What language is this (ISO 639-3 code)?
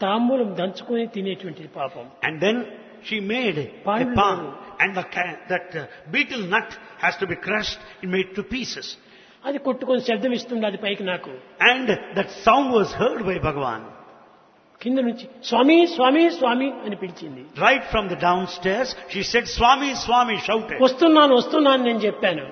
tel